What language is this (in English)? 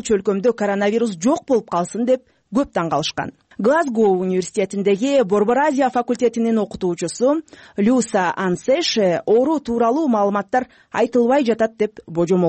Kyrgyz